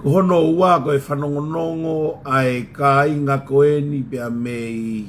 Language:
Tongan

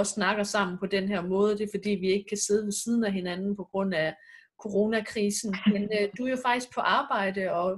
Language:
Danish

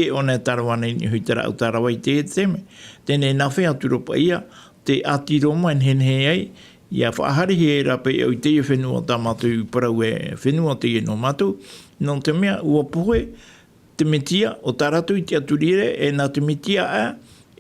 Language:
Tahitian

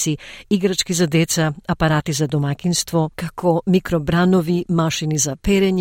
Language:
Macedonian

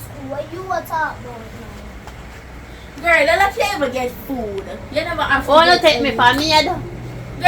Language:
Jamaican Creole English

